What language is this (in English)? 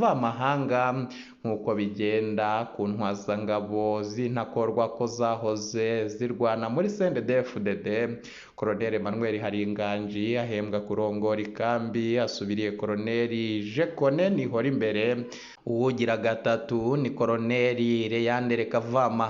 Rundi